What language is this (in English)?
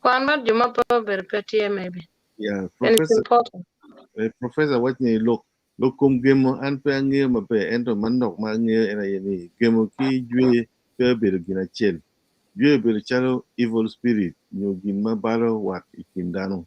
Acoli